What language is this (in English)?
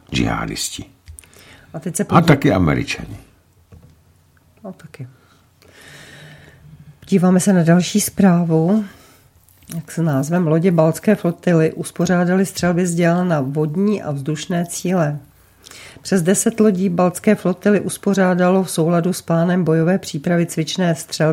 Czech